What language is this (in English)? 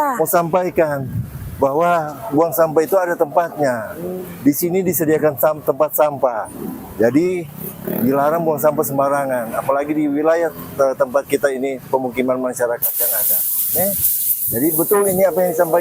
Manado Malay